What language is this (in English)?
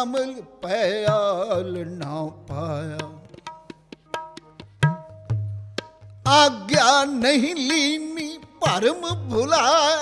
Punjabi